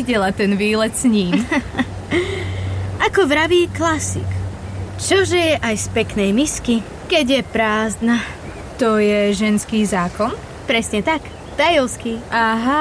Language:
Slovak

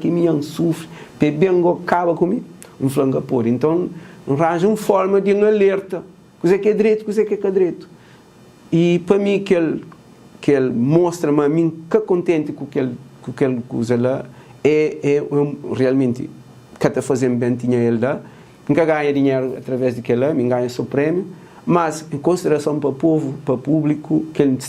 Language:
Kabuverdianu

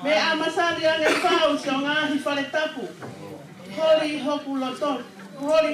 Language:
Tongan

